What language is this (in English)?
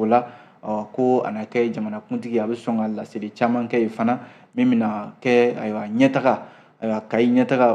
Bambara